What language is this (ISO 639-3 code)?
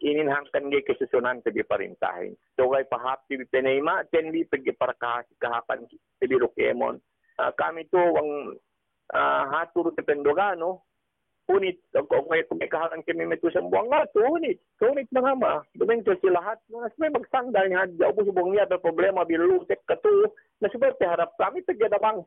yka